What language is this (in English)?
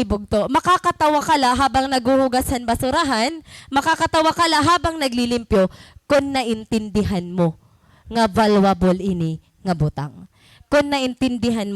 Waray